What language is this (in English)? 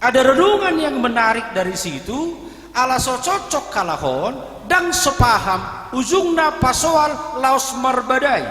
Batak Toba